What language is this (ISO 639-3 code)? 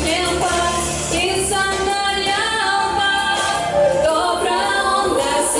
gag